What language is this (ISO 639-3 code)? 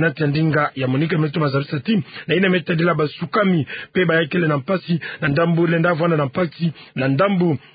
ktu